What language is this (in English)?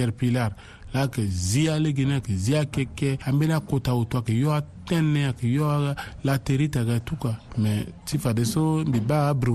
Sango